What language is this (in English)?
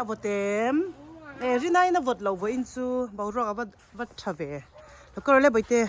Mizo